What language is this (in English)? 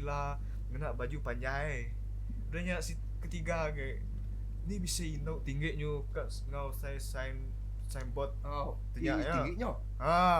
Iban